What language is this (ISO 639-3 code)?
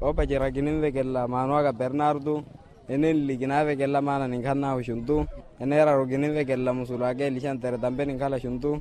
vmw